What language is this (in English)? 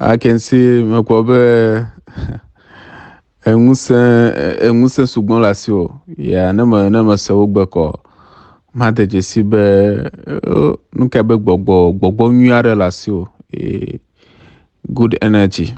Ewe